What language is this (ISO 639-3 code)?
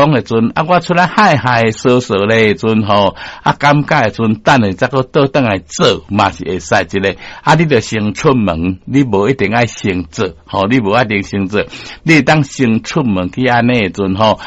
nan